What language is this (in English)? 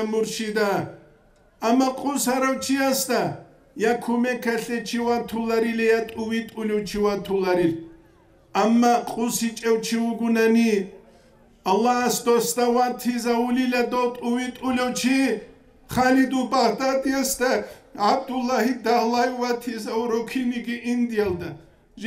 Avaric